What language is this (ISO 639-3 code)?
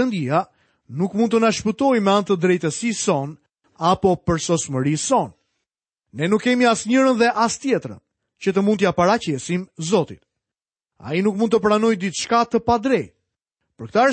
sqi